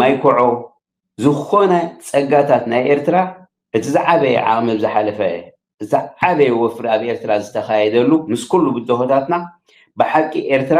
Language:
Tigrinya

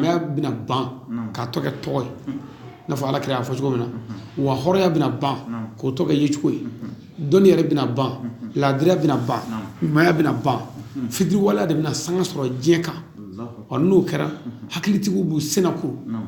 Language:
Bambara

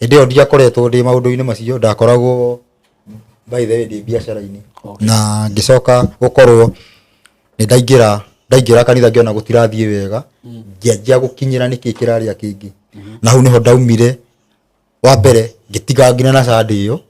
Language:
Kikuyu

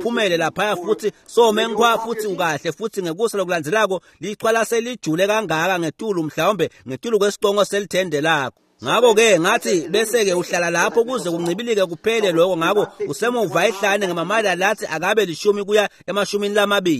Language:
Swati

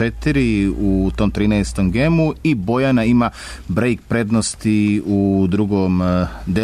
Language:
Serbian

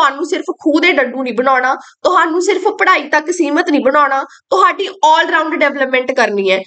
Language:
Punjabi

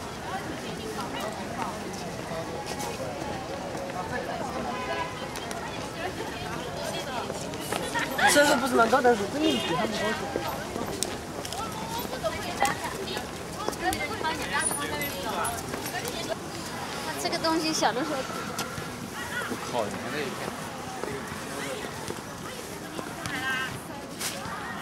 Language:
Chinese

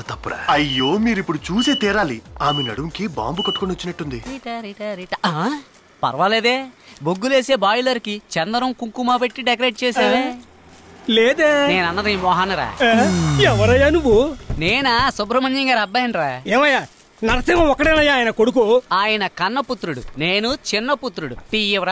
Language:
Telugu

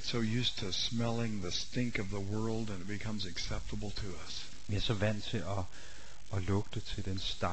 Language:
Danish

